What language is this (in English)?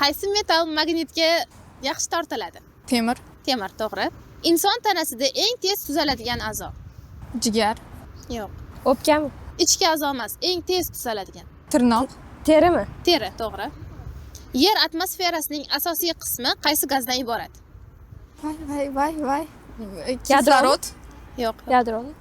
Uzbek